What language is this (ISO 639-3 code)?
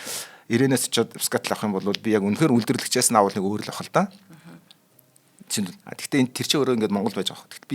mon